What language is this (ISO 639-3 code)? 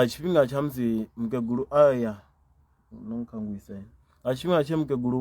ven